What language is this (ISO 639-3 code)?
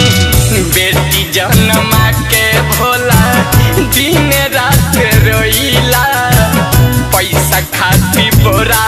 bho